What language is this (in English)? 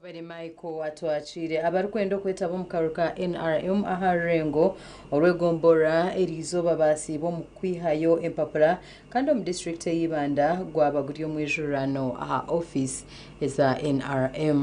Nyankole